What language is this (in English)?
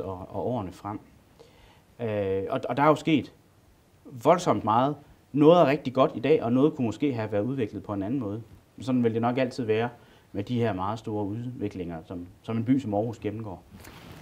Danish